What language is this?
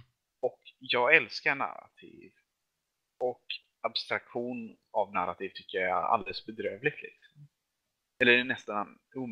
Swedish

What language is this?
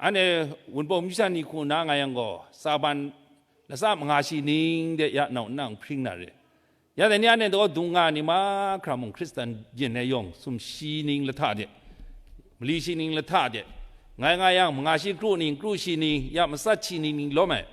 Kachin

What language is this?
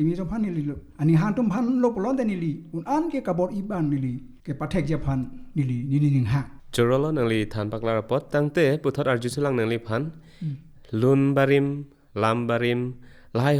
Karbi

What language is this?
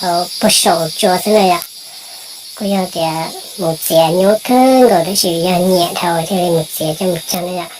Hmong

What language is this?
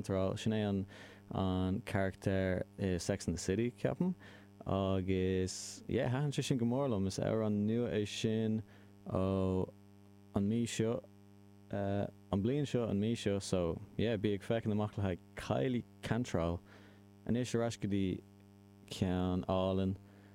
Irish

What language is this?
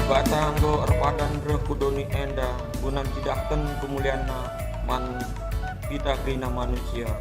Batak Karo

